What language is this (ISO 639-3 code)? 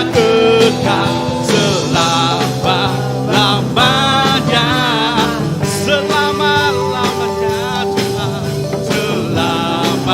iba